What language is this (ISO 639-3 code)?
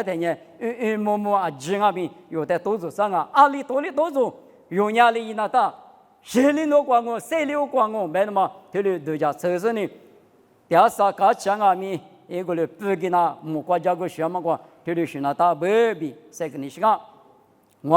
lis